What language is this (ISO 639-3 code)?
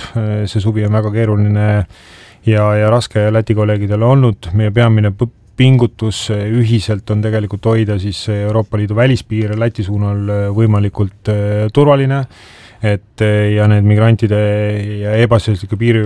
est